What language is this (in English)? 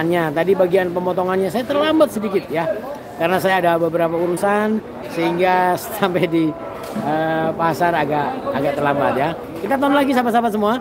Indonesian